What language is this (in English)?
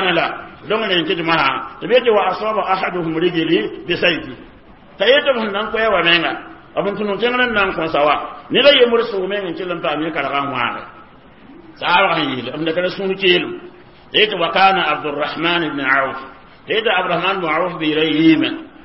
Mossi